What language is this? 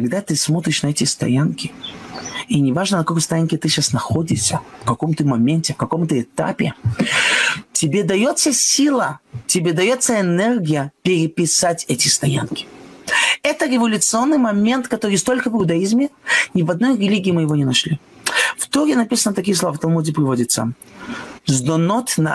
Russian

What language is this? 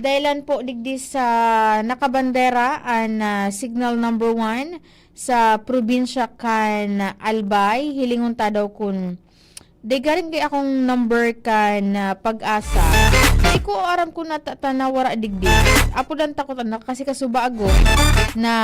Bikol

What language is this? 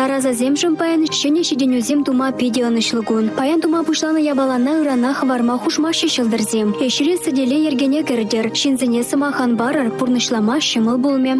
Chuvash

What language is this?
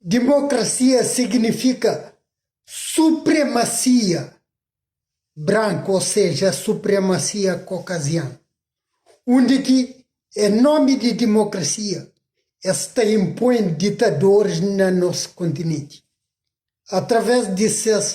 Kabuverdianu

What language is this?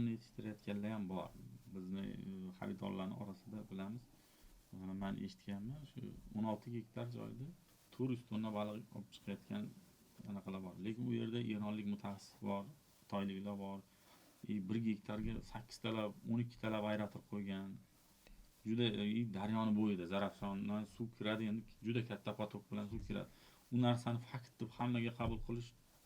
Uzbek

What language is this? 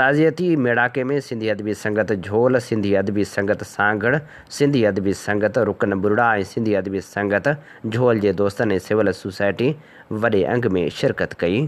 Sindhi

